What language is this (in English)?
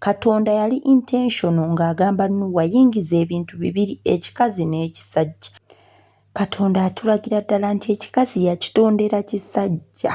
Ganda